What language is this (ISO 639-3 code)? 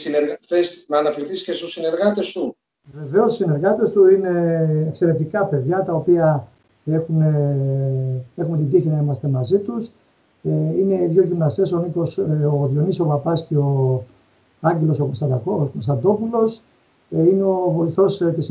ell